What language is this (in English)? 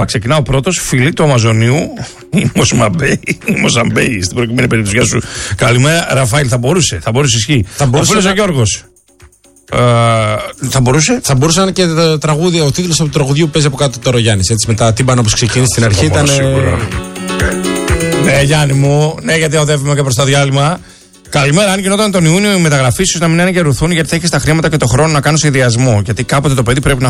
Greek